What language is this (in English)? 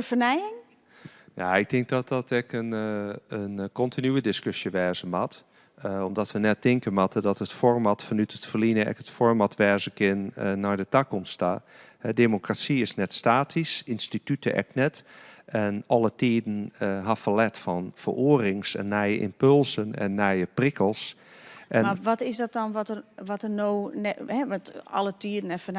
Western Frisian